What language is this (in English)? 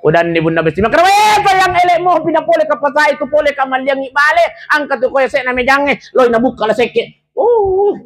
Buginese